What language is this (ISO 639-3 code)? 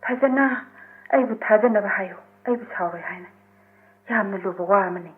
mni